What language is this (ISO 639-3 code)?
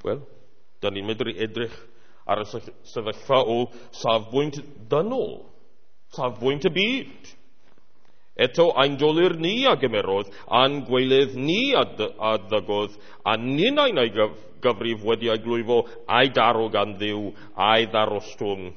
cym